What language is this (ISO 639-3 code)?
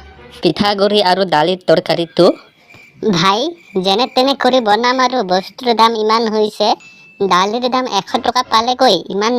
asm